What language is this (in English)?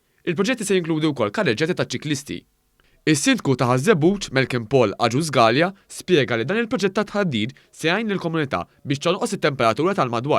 Maltese